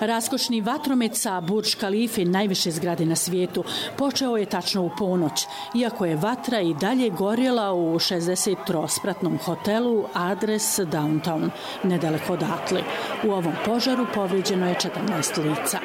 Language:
Croatian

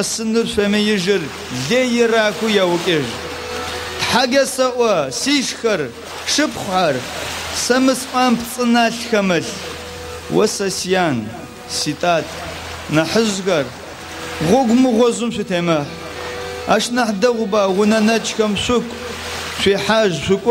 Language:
Adyghe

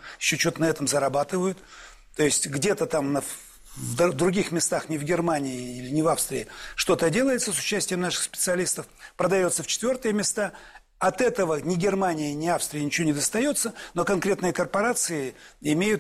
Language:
Russian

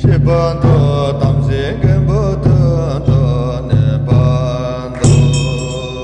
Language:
Tibetan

